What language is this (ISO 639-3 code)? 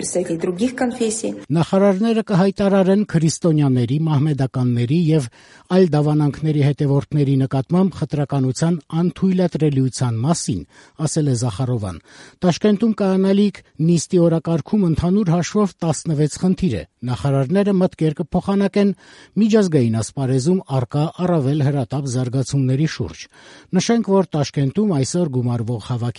hye